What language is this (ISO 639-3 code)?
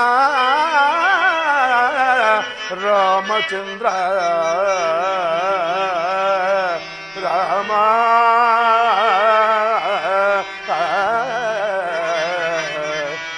kan